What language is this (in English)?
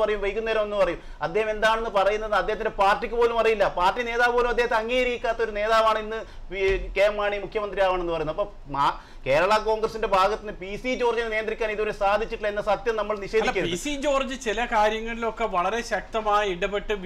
Malayalam